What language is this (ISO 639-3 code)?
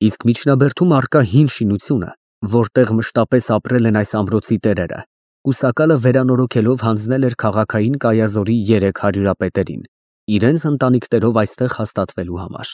hye